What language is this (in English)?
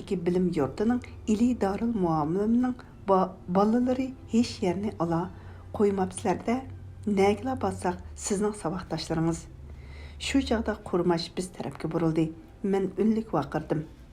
Uyghur